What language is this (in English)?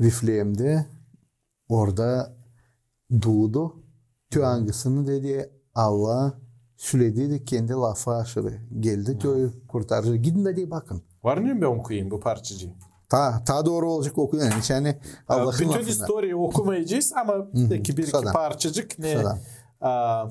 Gagauz